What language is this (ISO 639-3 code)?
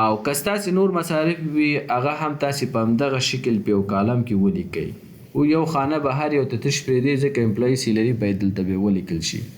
pus